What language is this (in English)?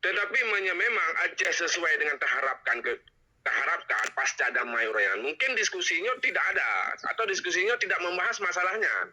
Achinese